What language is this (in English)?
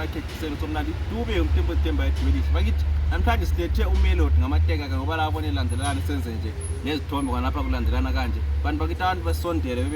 Zulu